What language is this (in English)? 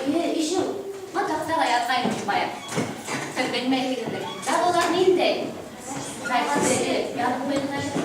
Bashkir